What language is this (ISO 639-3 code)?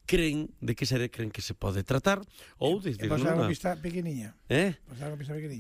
glg